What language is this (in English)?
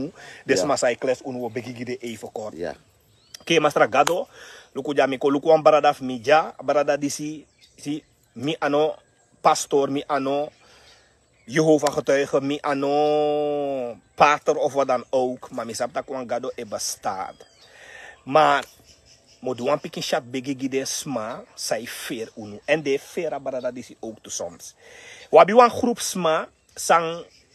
Sranan Tongo